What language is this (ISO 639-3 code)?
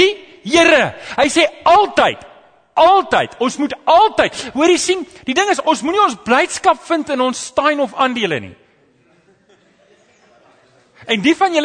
afr